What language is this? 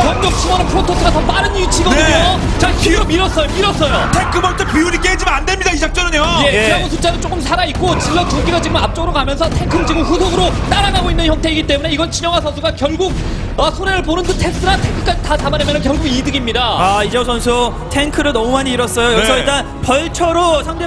Korean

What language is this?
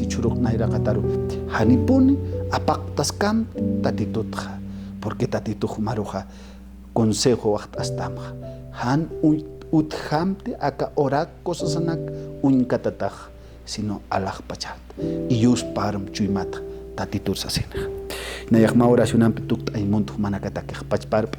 Aymara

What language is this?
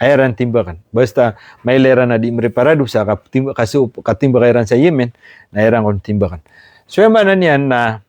Maranao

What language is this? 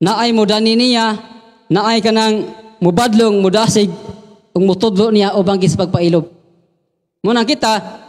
Cebuano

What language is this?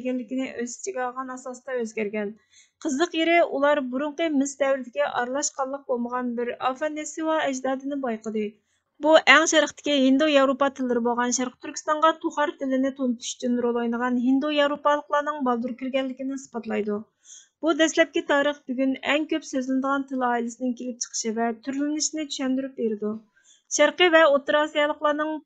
Uyghur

